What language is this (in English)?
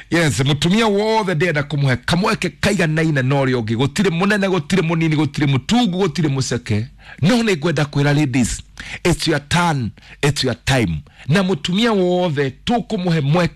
Kikuyu